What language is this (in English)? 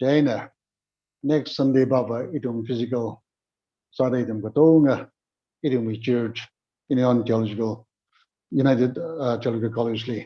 Tangkhul Naga (India)